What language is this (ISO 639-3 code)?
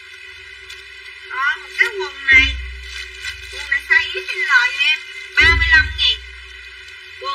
vie